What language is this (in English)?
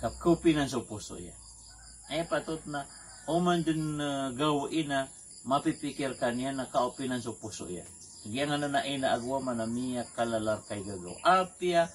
Maranao